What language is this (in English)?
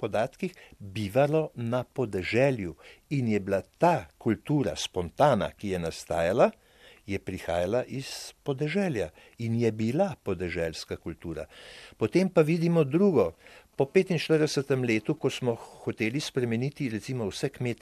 Slovenian